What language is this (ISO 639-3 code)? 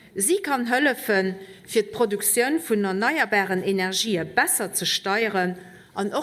ltz